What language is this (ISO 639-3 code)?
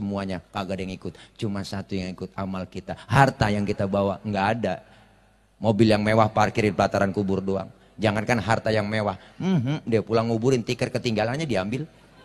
bew